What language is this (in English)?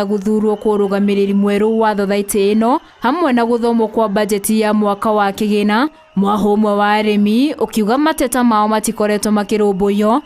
Kikuyu